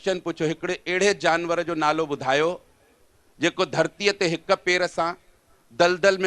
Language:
Sindhi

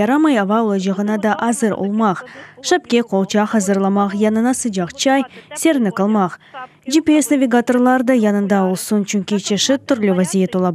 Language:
Crimean Tatar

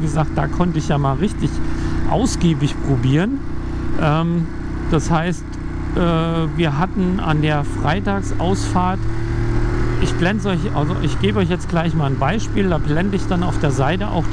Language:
German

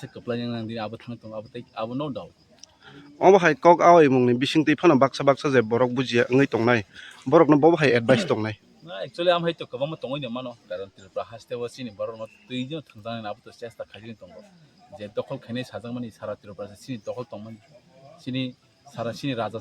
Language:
Kok Borok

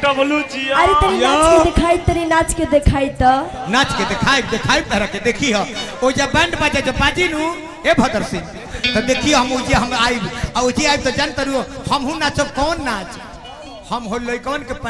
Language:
Bhojpuri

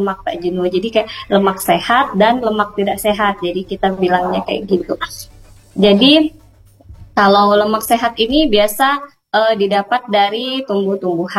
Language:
Indonesian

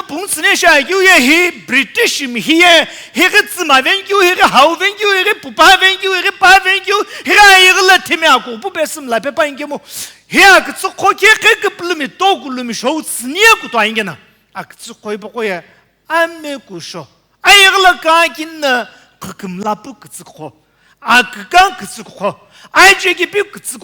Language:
Sumi Naga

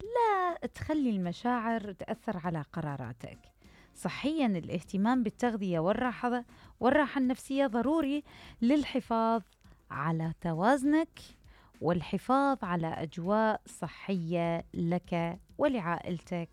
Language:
Mesopotamian Arabic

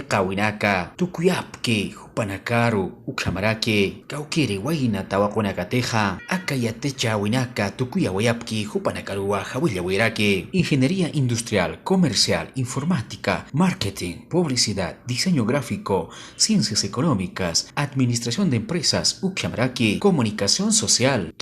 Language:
Aymara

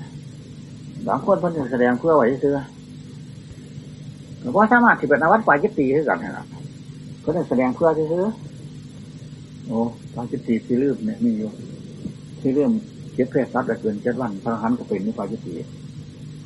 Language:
Thai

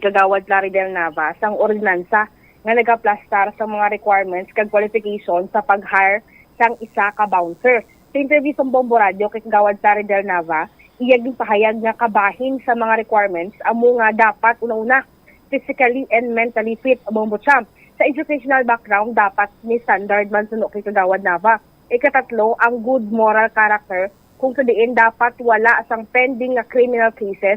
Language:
Hiligaynon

